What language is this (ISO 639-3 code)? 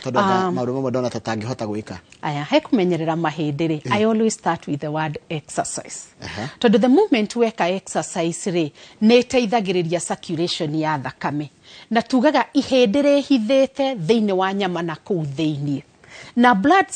kik